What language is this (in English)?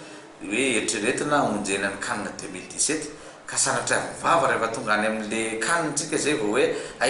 Malagasy